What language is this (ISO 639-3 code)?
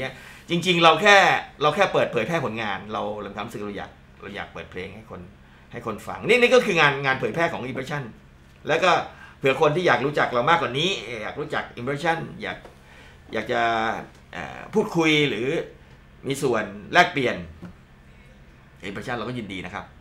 tha